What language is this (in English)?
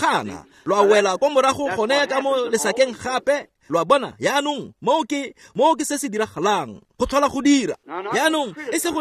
Tswana